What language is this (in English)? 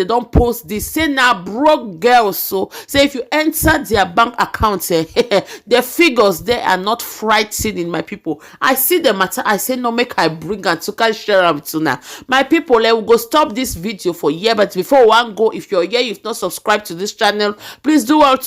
Nigerian Pidgin